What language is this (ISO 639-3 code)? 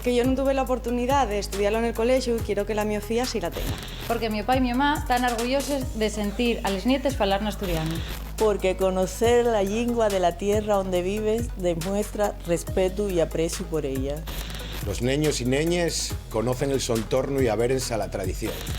ast